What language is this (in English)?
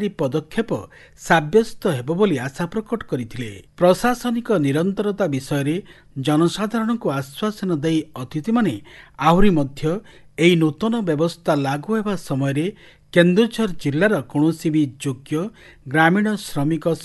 Odia